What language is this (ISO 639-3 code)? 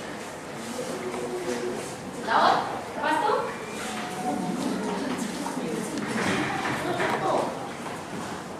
msa